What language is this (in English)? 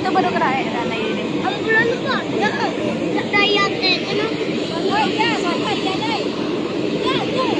Minangkabau